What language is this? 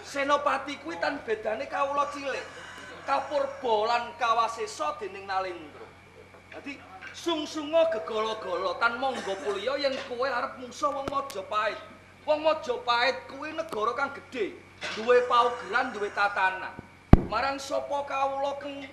Javanese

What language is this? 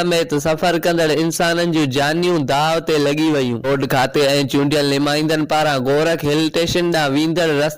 Sindhi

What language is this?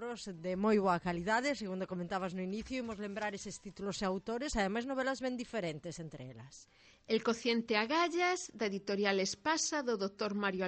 Galician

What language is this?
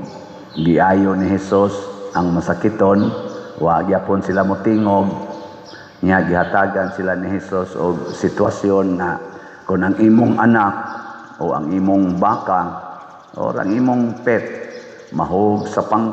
Cebuano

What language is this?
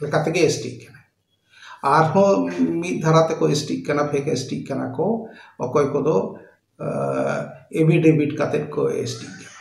Santali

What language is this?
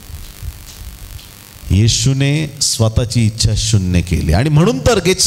Marathi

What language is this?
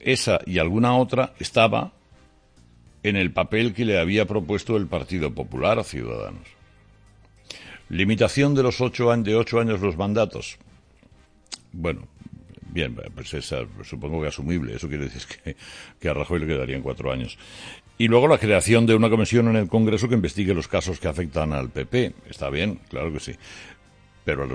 Spanish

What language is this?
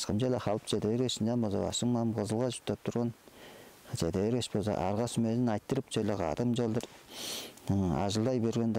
Tuvinian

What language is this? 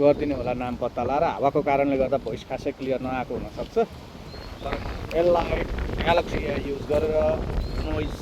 Nepali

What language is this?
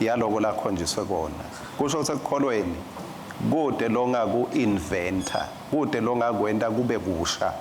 Swati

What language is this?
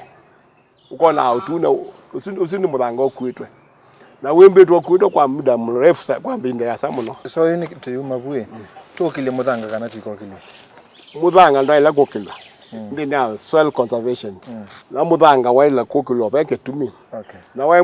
Kamba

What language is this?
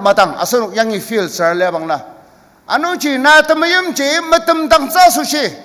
Ao Naga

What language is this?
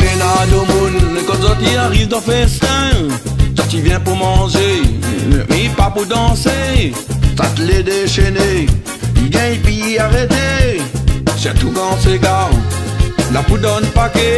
Réunion Creole French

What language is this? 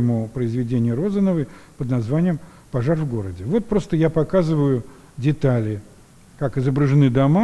Russian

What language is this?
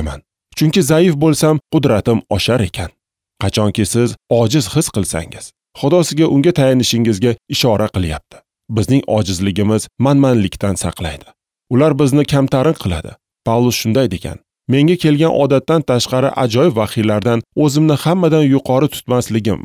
Uzbek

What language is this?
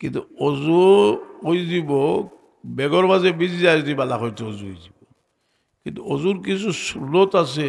Sylheti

